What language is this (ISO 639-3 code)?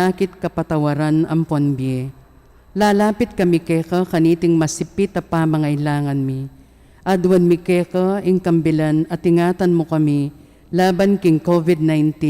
pam